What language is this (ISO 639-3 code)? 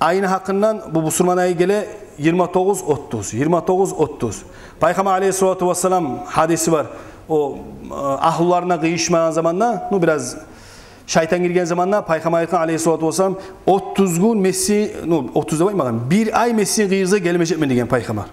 kum